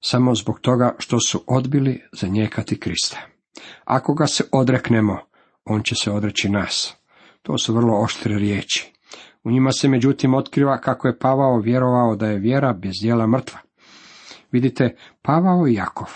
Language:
Croatian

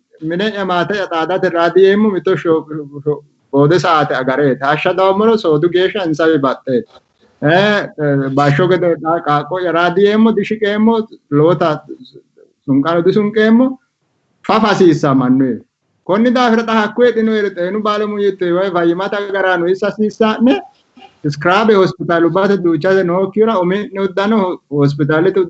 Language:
Sidamo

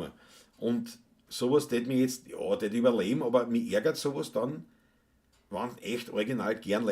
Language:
Bavarian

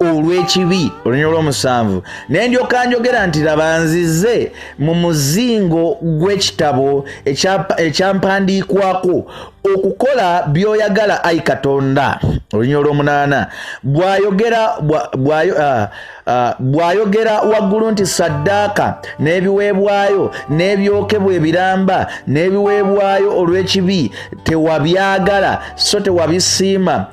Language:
Ganda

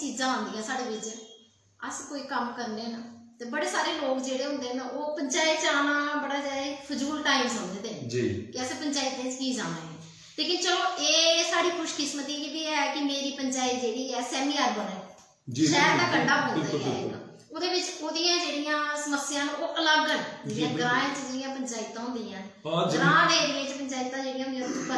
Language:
Dogri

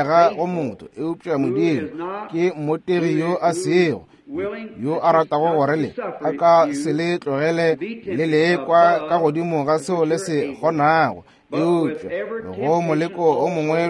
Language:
Northern Sotho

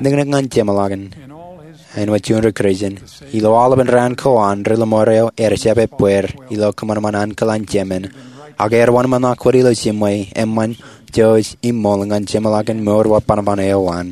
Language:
Marshallese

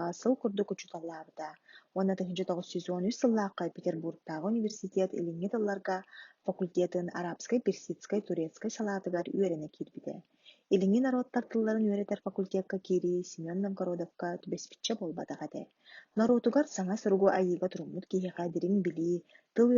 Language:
Yakut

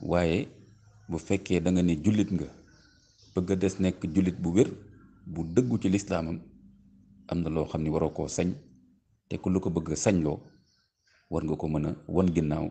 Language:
Wolof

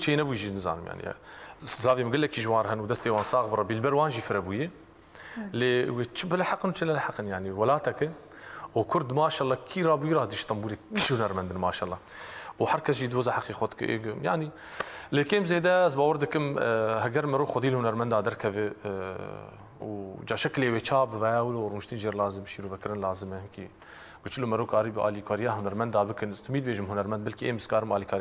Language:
Kurdish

